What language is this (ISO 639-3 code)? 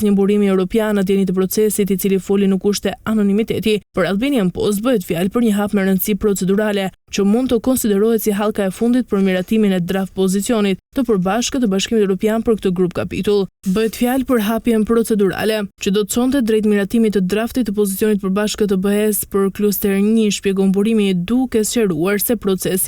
sqi